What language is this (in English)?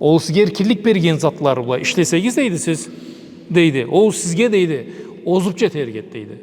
Karachay-Balkar